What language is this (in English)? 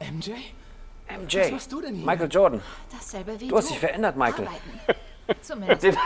Swiss German